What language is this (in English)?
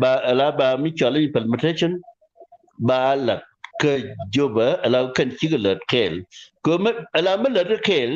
Nuer